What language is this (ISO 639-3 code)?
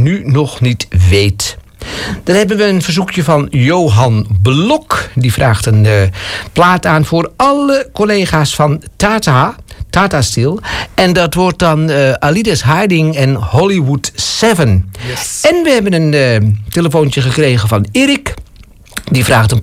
nld